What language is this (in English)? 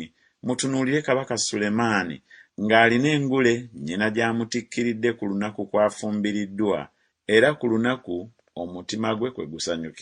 Ganda